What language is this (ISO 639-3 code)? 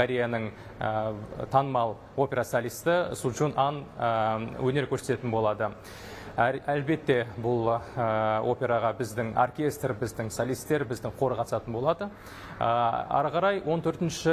kaz